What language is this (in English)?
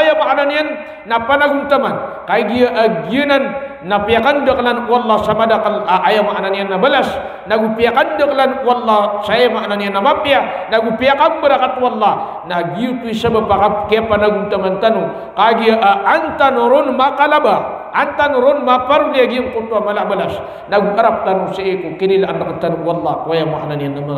Maranao